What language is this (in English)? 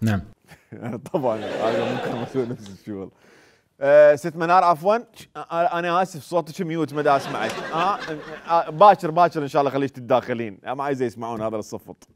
Mesopotamian Arabic